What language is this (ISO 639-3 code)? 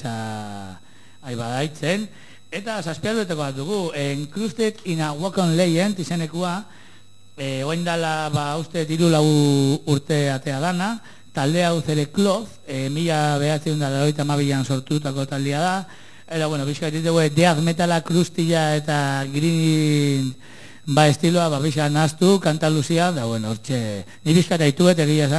eus